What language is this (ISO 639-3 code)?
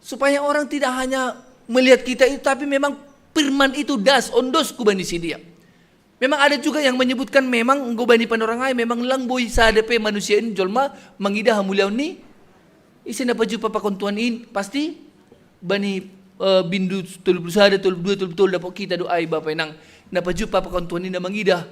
bts